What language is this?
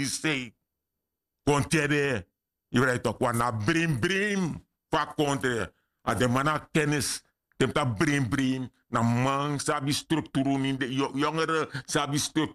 Sranan Tongo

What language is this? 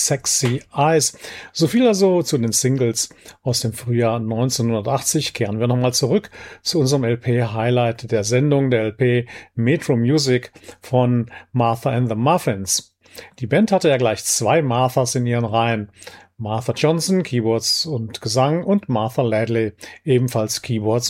German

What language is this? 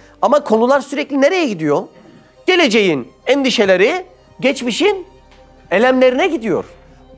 Turkish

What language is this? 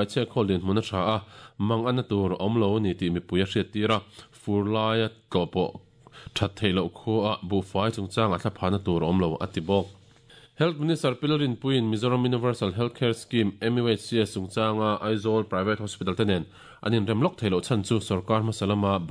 Mizo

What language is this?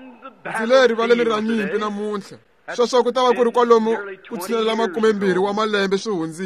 Tsonga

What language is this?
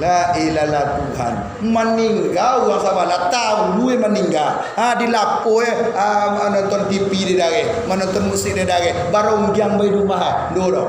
Minangkabau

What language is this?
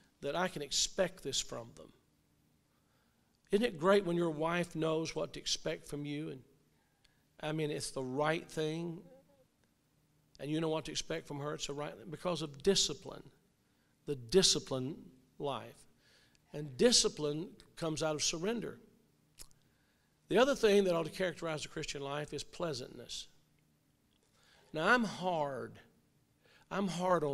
English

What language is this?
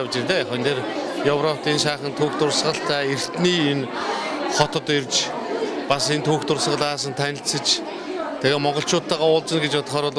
Mongolian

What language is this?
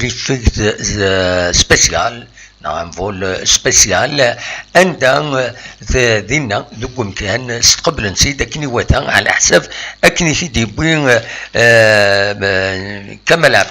Kabyle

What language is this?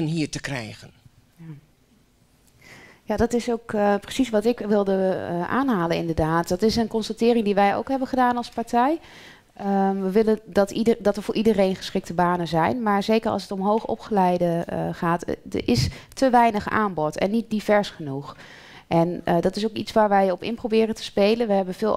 Dutch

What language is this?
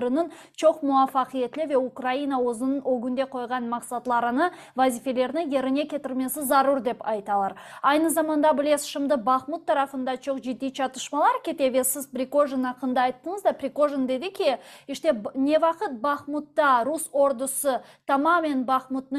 Crimean Tatar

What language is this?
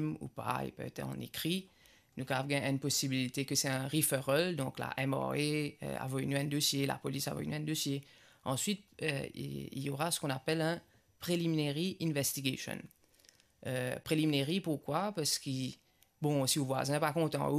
Morisyen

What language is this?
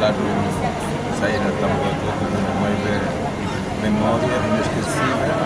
Tetum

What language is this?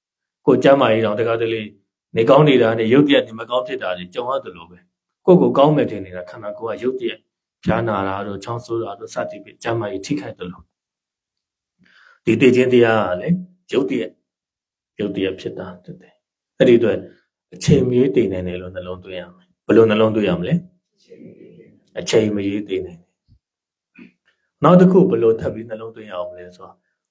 Burmese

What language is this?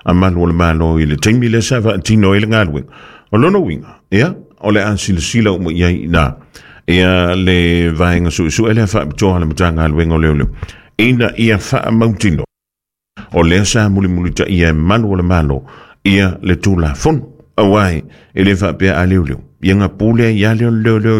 Samoan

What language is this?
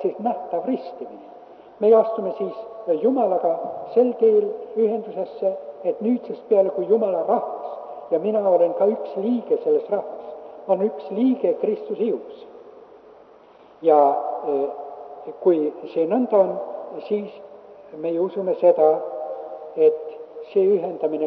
Estonian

